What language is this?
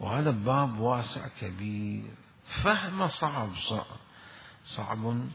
Mesopotamian Arabic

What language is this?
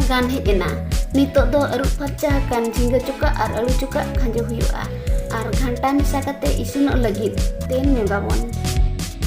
Santali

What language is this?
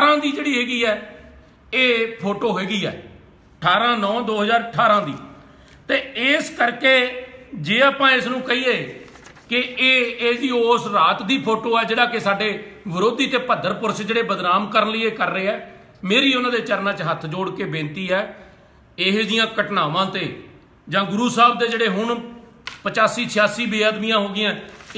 Punjabi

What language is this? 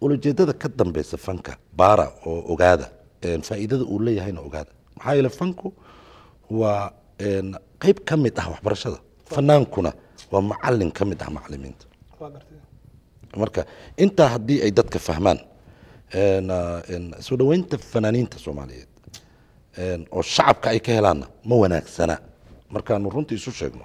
Somali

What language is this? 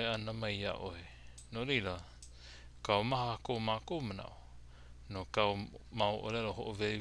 Hawaiian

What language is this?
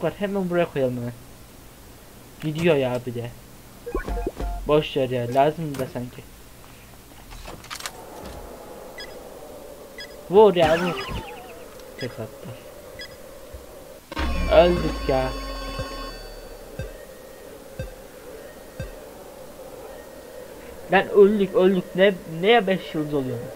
Turkish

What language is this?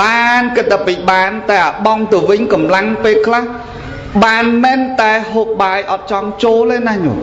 Khmer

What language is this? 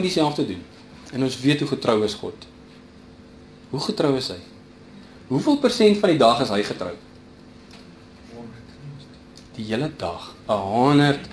Afrikaans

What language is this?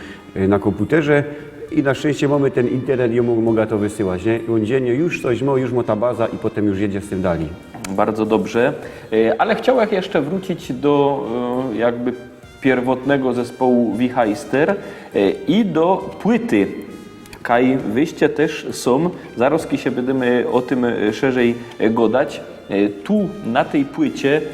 Silesian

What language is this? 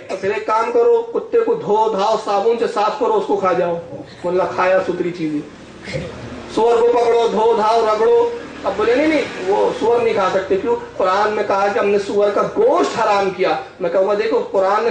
Urdu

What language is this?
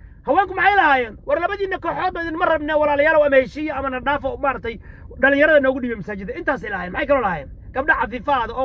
Somali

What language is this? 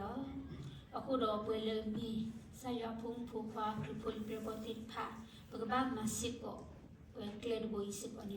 S'gaw Karen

